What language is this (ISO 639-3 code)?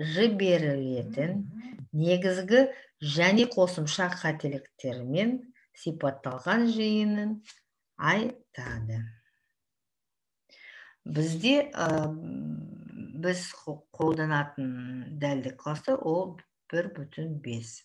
kaz